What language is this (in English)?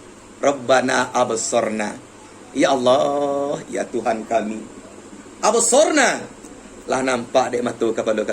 Minangkabau